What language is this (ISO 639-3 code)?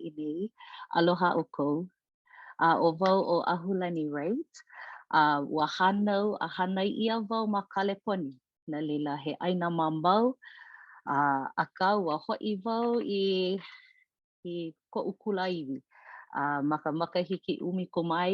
haw